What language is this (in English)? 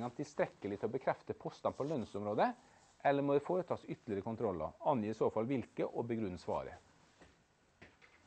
Norwegian